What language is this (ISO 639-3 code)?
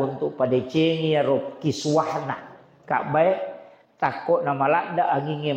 bug